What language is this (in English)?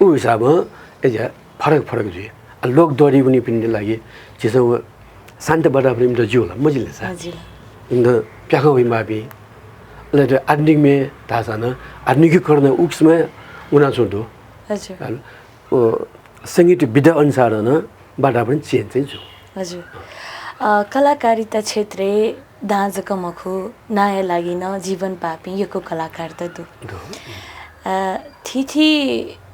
Newari